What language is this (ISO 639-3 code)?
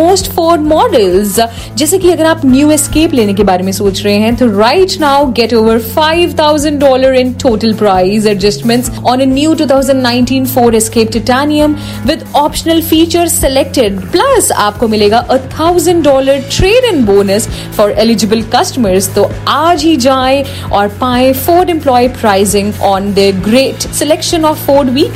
hin